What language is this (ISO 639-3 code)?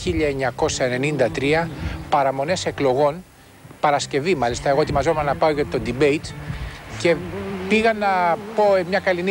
ell